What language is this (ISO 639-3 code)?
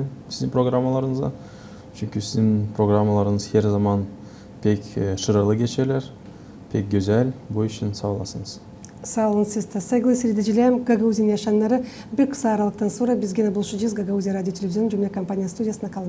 gag